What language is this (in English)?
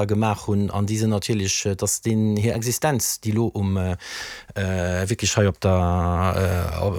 Luxembourgish